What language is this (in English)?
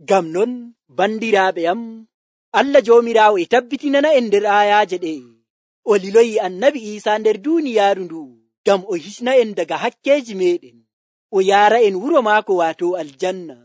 Nigerian Fulfulde